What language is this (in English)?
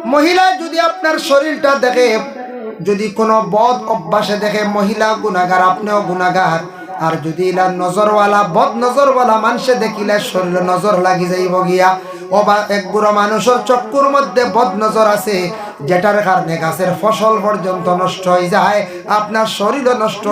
Sylheti